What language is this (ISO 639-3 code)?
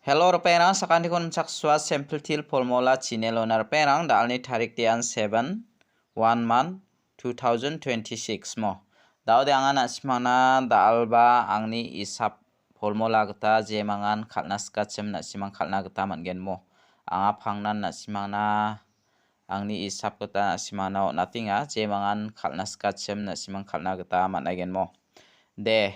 grt